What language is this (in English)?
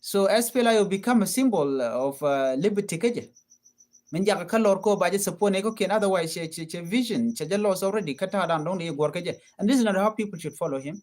Nuer